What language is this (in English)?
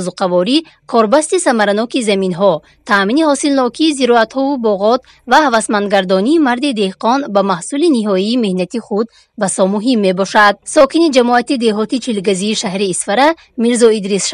Tajik